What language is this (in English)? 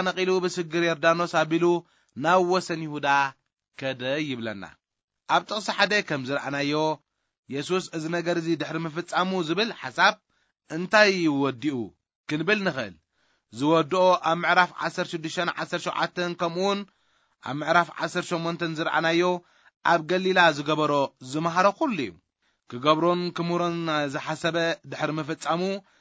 Tigrinya